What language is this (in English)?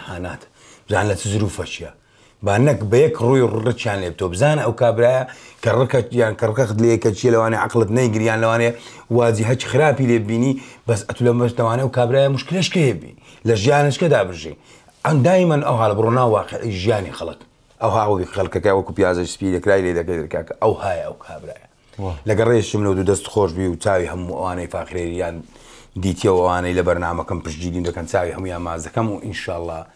Central Kurdish